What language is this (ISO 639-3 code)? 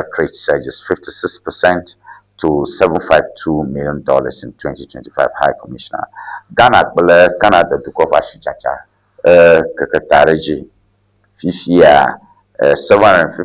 ewe